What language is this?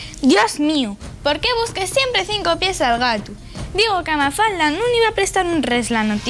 Asturian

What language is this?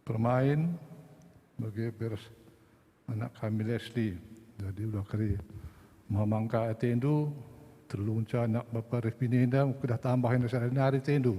Batak Karo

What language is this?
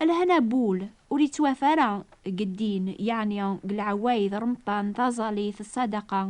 Kabyle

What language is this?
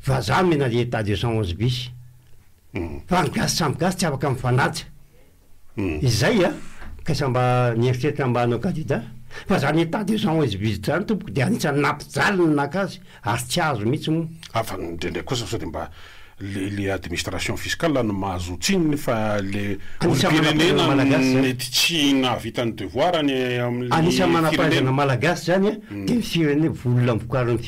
Malagasy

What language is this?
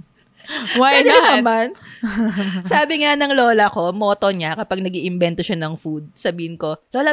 Filipino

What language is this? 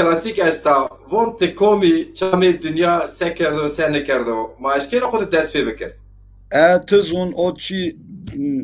Zaza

